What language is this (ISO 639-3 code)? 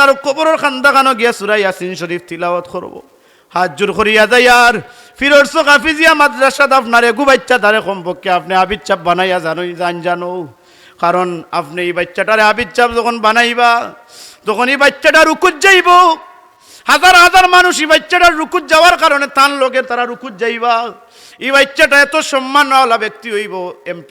syl